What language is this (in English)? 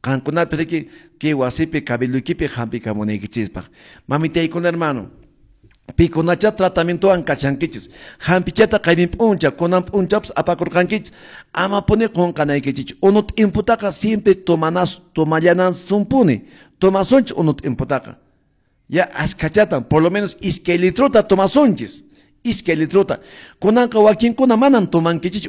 Quechua